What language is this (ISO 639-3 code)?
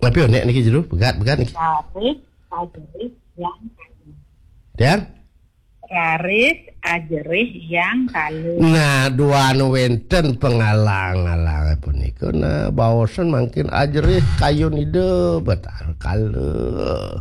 ban